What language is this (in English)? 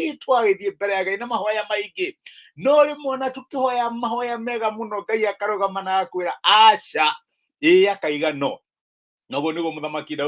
Kikuyu